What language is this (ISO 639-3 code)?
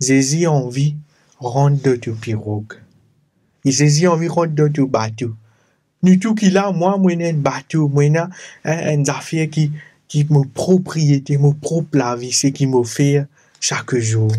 mfe